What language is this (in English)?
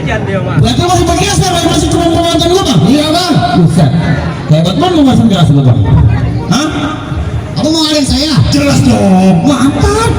Betawi